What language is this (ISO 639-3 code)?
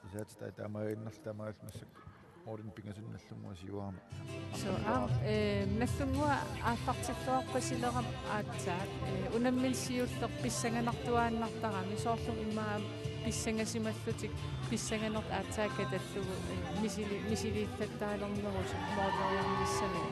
kal